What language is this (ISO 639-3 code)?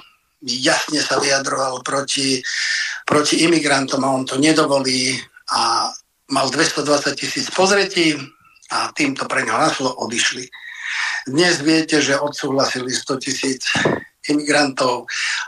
slk